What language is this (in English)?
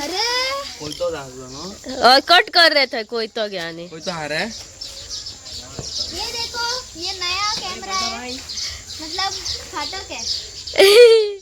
Konkani